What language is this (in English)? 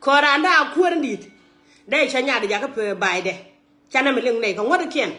Nuer